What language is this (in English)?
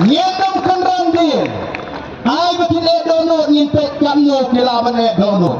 Khasi